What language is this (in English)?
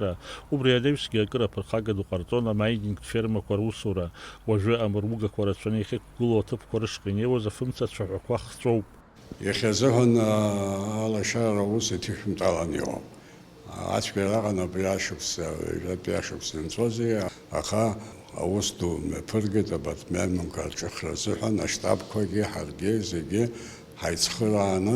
Abkhazian